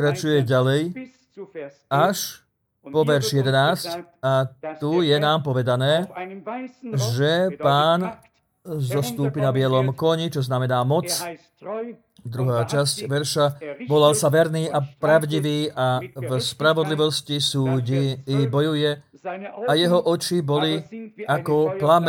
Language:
Slovak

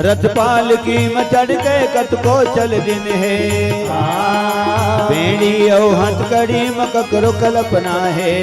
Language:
Chhattisgarhi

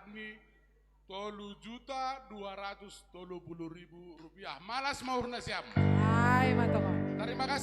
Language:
Batak Simalungun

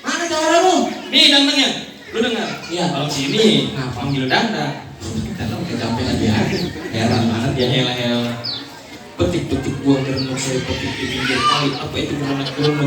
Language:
Betawi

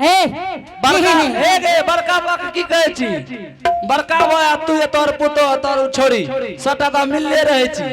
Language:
Angika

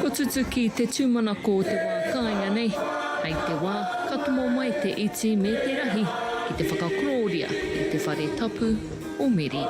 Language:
Māori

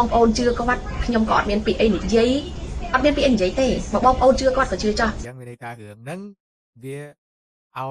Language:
Khmer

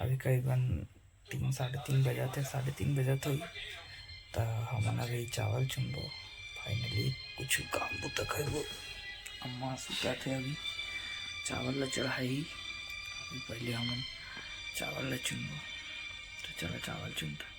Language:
Chhattisgarhi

